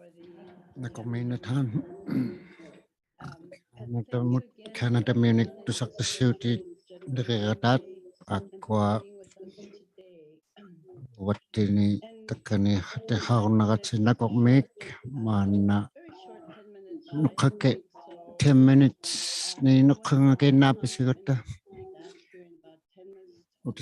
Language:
Inuktitut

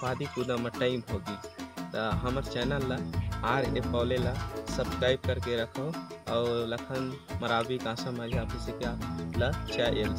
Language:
Chhattisgarhi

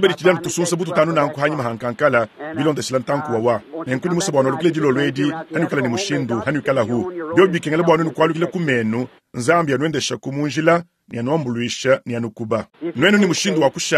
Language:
Luba-Lulua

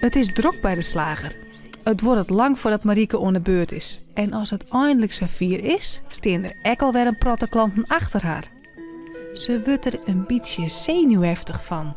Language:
Western Frisian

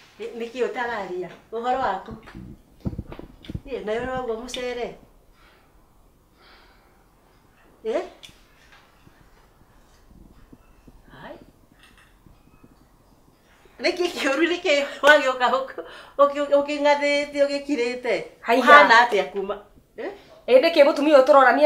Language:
Kikuyu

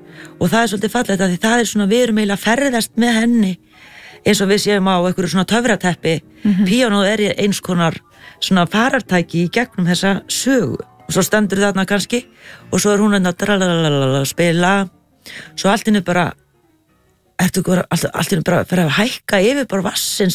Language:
Icelandic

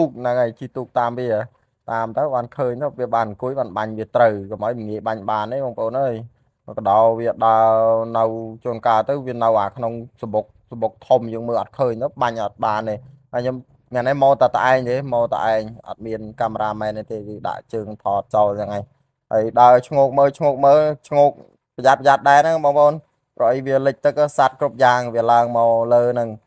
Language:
Khmer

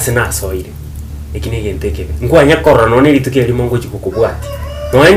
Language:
Gusii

